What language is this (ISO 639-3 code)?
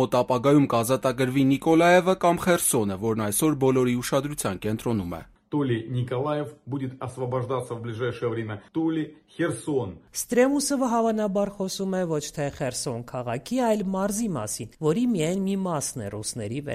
hye